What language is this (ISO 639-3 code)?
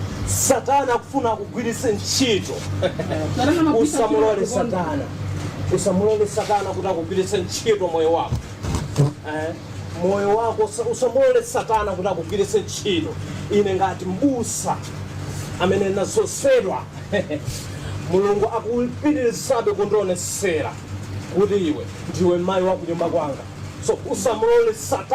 nya